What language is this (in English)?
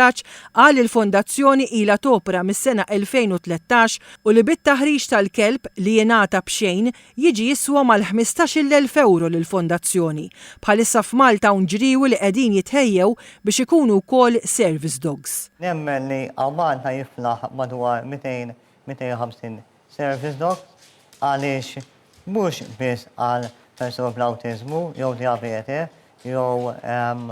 Maltese